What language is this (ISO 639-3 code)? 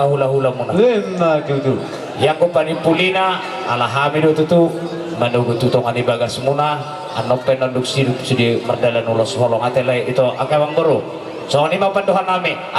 bbc